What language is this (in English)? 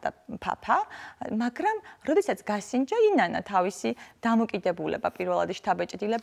Georgian